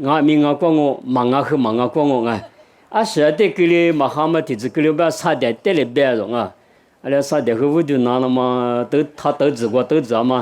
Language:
Lisu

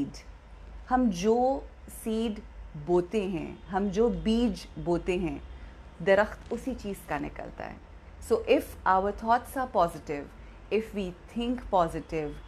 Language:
Urdu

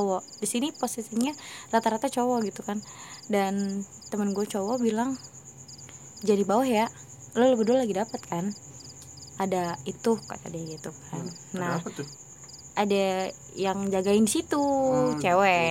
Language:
Indonesian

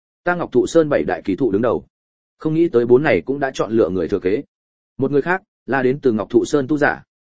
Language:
Vietnamese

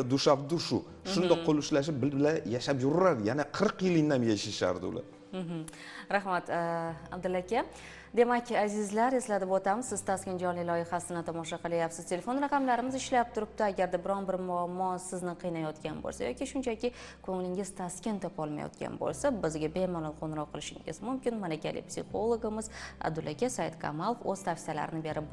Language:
Uzbek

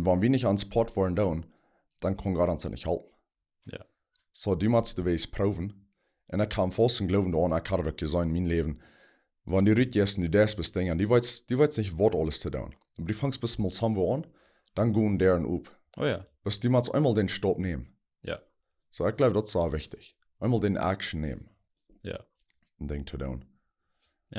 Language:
Plautdietsch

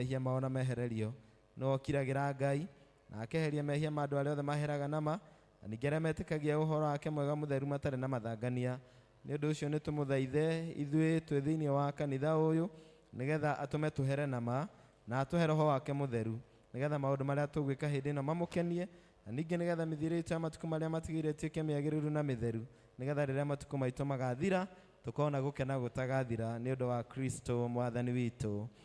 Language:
Kikuyu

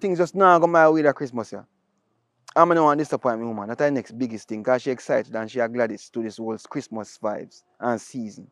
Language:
Jamaican Creole English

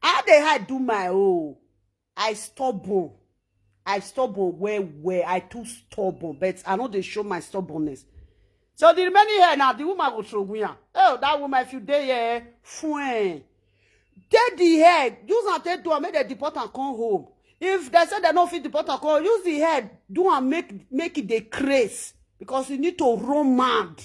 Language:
Nigerian Pidgin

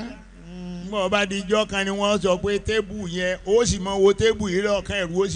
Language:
Yoruba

